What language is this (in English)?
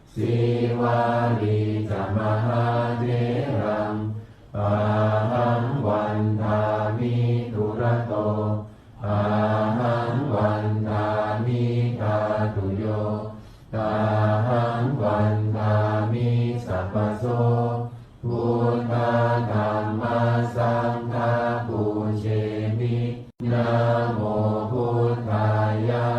Pali